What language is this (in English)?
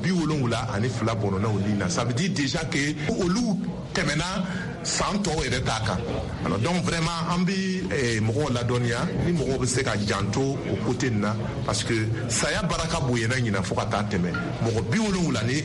Bambara